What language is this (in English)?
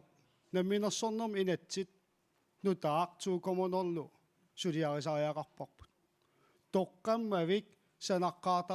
Kalaallisut